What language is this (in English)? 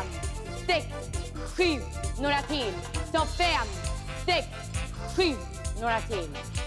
Swedish